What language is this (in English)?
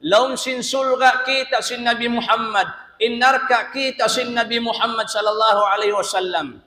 Tausug